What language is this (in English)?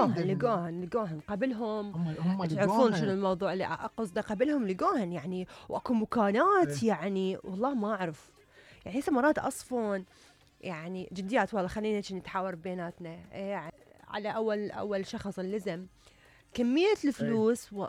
Mesopotamian Arabic